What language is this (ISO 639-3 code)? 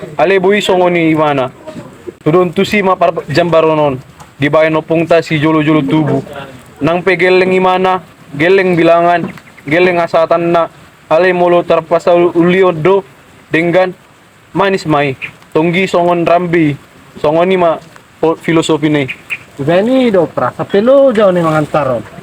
bbc